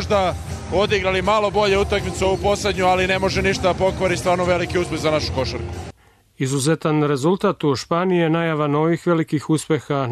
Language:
Serbian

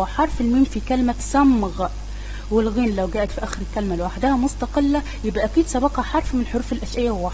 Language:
Egyptian Arabic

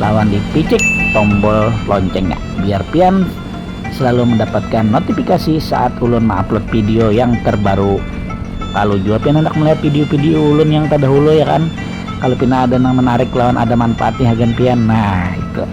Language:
Banjar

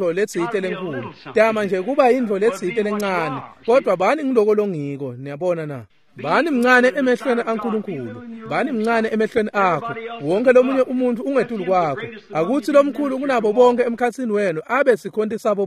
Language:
Swati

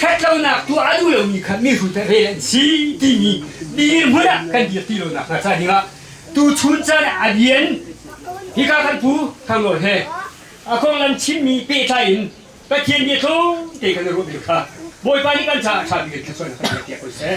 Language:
Hakha Chin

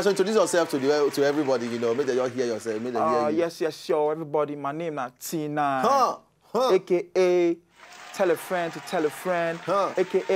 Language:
Nigerian Pidgin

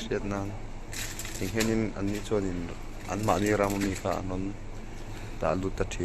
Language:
Mizo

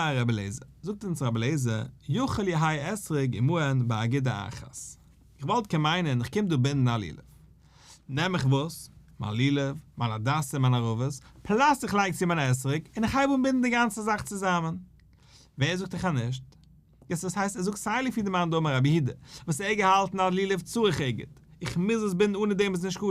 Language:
Yiddish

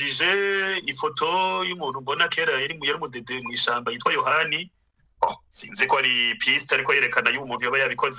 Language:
Rundi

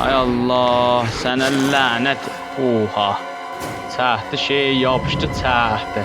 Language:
South Azerbaijani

